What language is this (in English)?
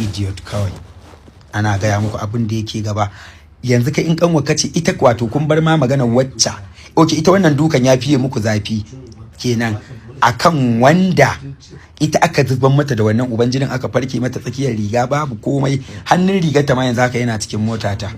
Hausa